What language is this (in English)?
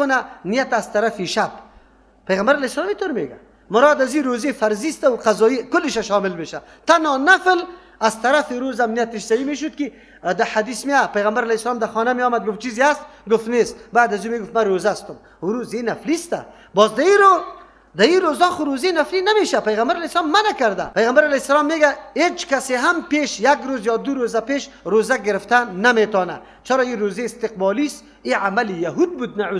Persian